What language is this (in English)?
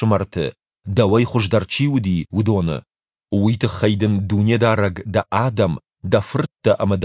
Ossetic